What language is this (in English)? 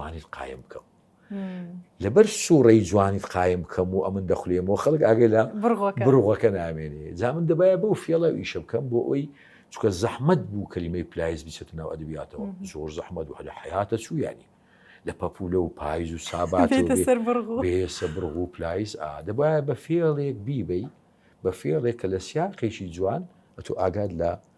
Central Kurdish